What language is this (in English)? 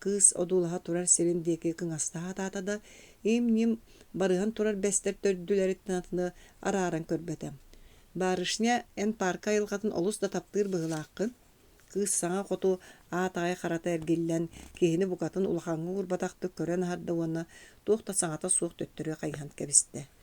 Yakut